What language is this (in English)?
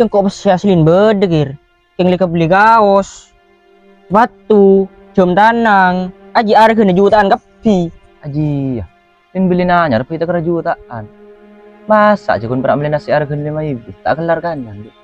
Madurese